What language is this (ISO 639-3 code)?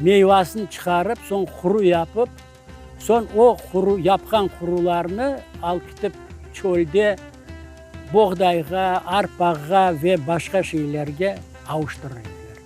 crh